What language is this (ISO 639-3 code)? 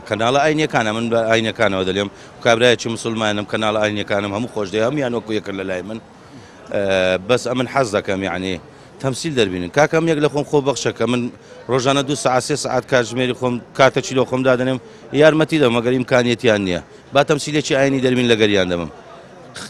ckb